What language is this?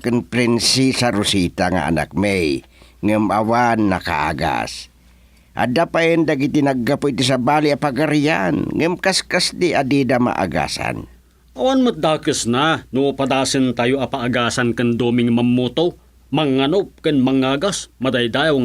Iloko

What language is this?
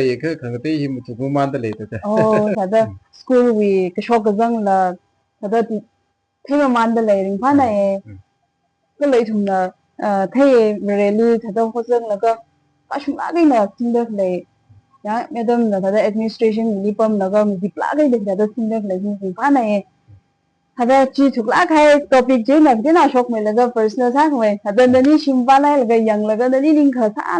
Tangkhul Naga (India)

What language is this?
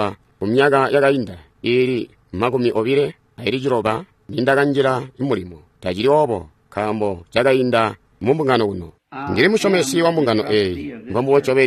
Tonga (Zambia)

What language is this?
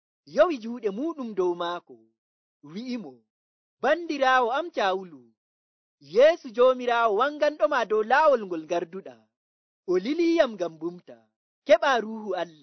Nigerian Fulfulde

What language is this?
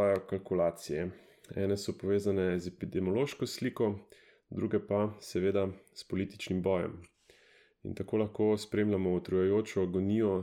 Slovenian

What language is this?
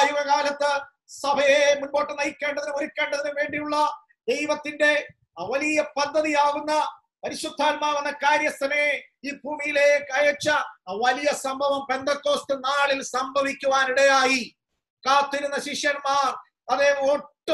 Malayalam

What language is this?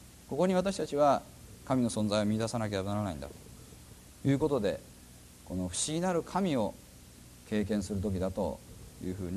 Japanese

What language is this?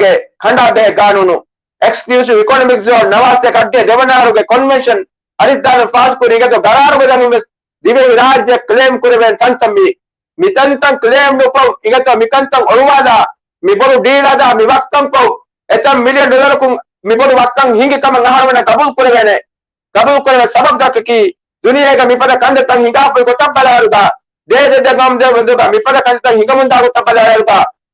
Divehi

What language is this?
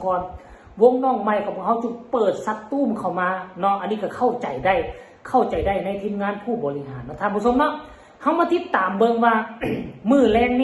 Northeastern Thai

